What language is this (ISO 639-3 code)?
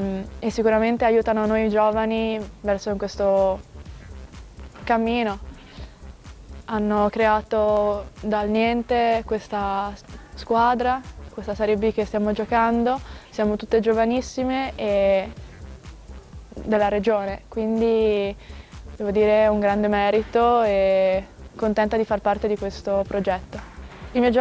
ita